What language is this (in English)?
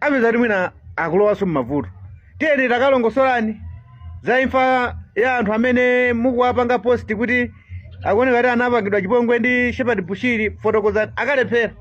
Nyanja